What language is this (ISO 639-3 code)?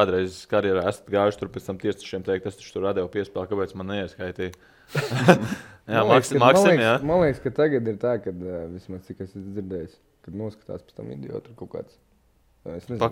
lav